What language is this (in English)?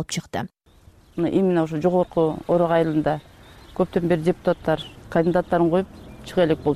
Kyrgyz